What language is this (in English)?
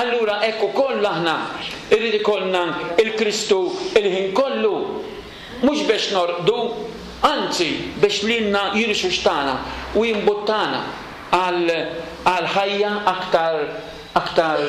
Maltese